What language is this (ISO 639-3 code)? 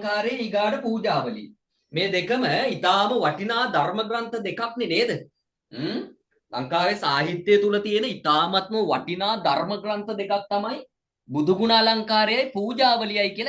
sin